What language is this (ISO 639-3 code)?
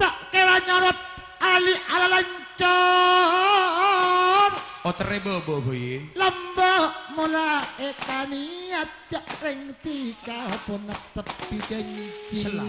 mad